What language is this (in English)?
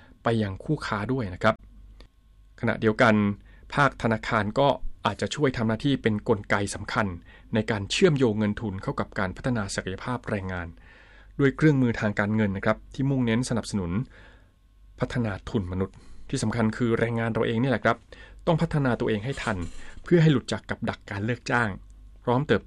Thai